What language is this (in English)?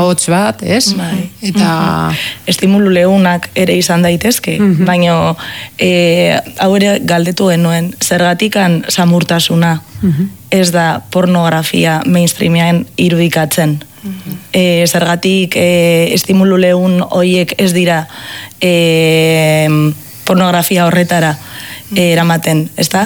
Basque